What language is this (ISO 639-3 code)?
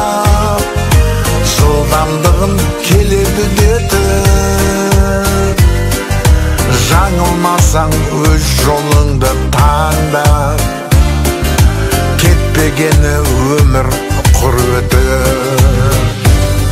kaz